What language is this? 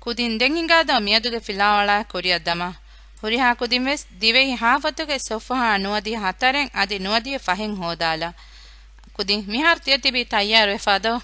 Divehi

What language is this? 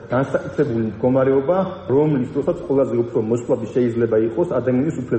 Georgian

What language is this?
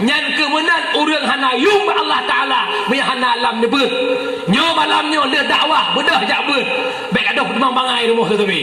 Achinese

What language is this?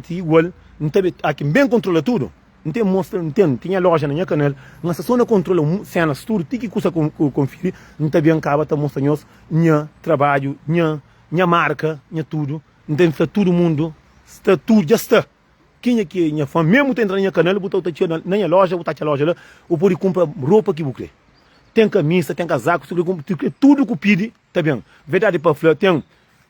Kabuverdianu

